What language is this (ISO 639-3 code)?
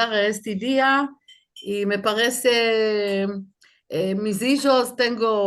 lad